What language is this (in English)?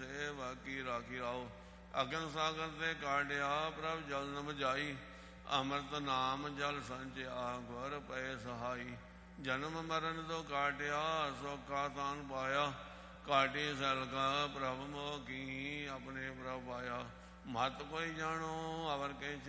Punjabi